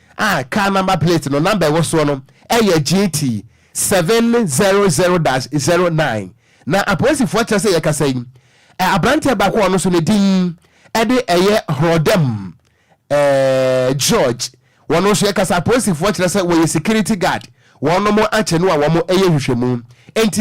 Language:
Akan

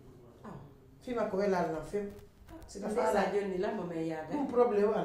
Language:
Pular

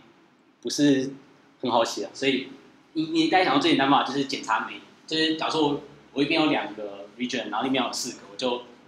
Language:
Chinese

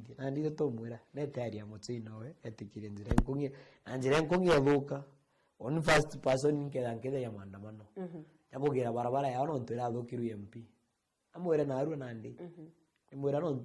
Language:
Meru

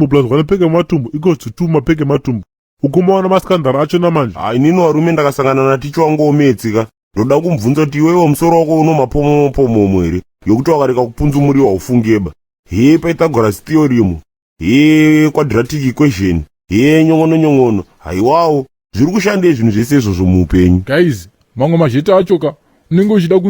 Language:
Shona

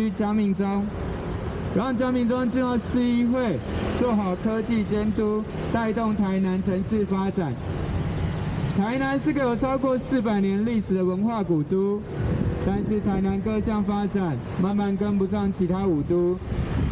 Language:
Chinese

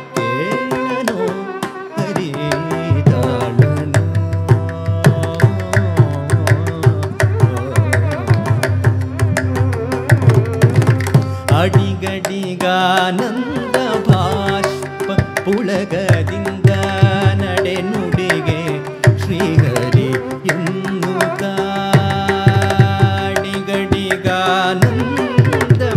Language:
Kannada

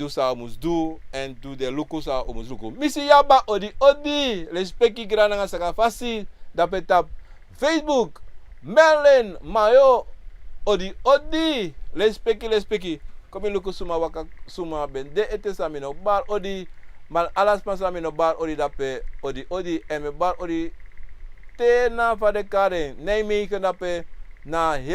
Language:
Sranan Tongo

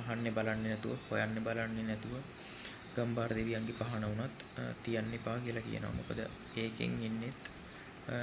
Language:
Sinhala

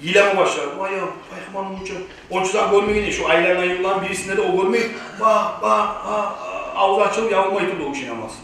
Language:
Kumyk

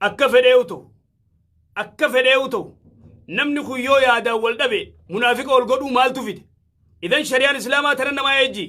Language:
Oromo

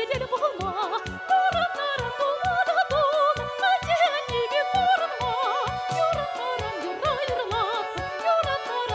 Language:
Chuvash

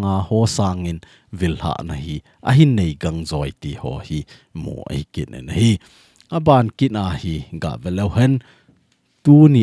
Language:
Thado Chin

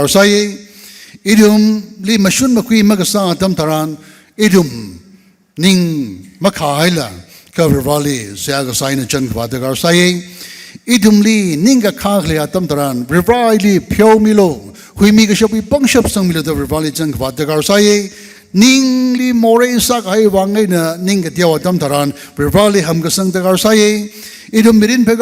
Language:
Tangkhul Naga (India)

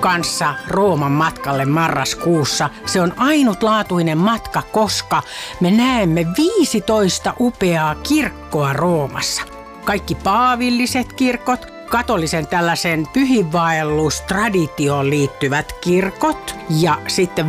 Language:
Finnish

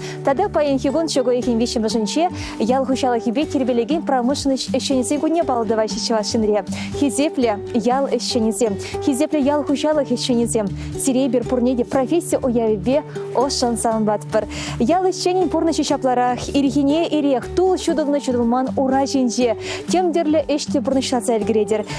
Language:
Chuvash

